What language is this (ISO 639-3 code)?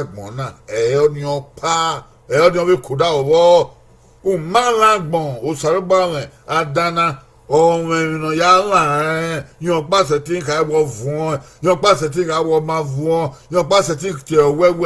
bin